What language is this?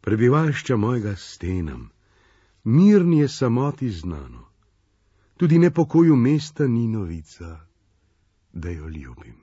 Slovenian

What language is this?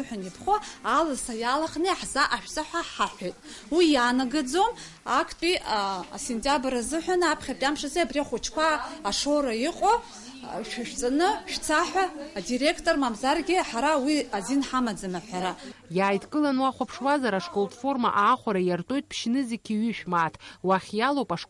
Abkhazian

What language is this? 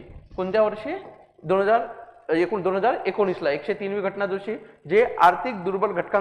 Marathi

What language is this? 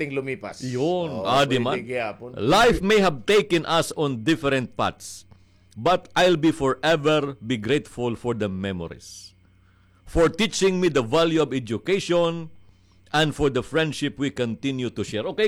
Waray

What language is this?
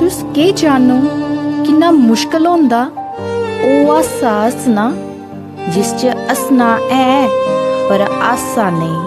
Dogri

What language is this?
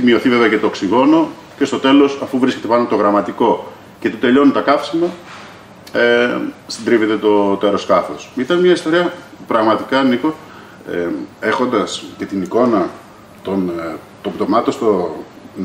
Greek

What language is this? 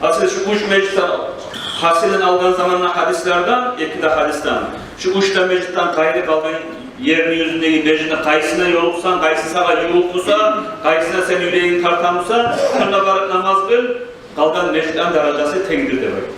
Kumyk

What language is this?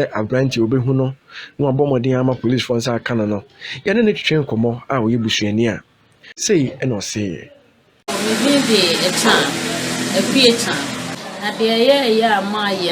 Akan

